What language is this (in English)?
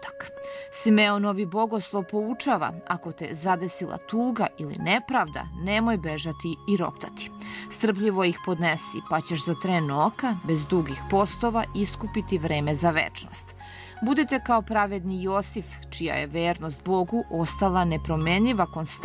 Serbian